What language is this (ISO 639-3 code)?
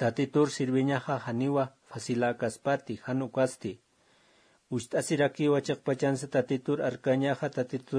aym